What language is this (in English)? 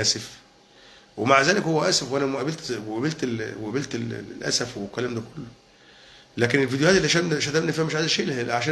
Egyptian Arabic